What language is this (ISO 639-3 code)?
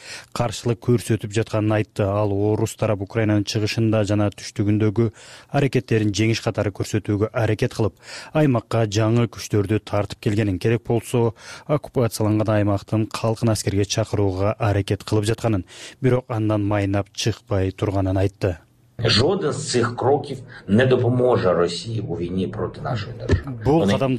kir